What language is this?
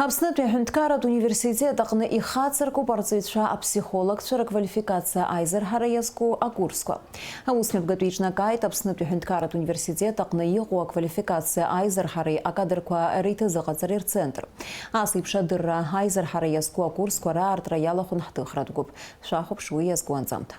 Abkhazian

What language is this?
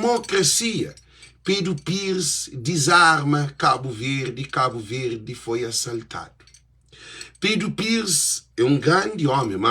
Kabuverdianu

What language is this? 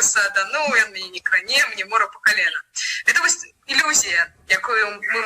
Belarusian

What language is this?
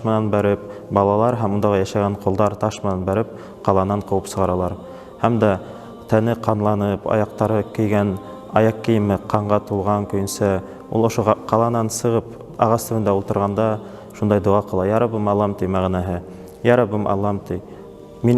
Bashkir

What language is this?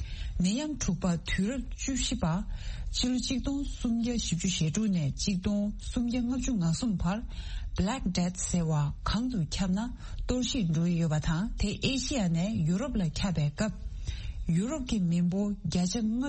Tibetan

